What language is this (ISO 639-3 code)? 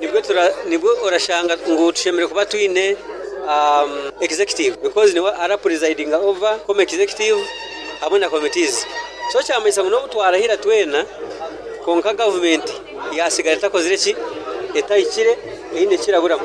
nyo